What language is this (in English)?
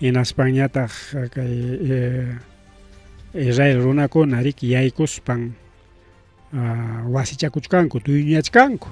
Ayacucho Quechua